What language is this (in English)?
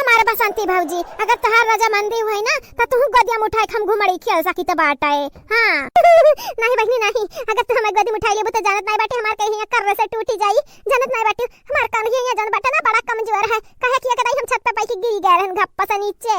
Awadhi